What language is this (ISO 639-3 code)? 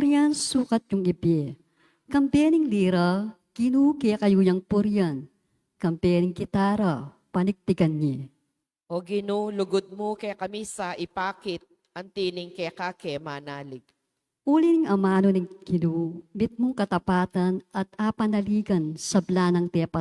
pam